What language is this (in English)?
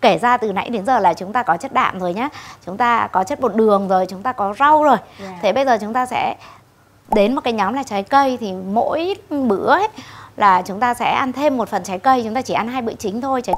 Vietnamese